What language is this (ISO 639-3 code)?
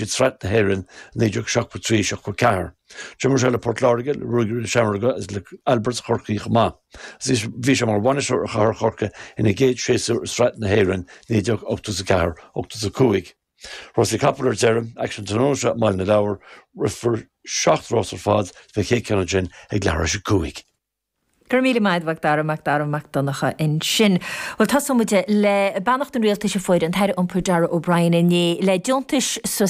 gle